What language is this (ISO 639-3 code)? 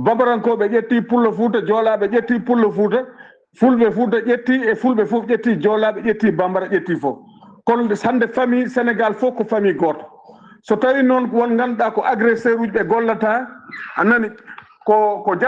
ful